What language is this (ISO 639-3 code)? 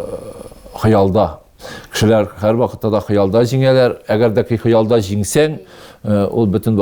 tat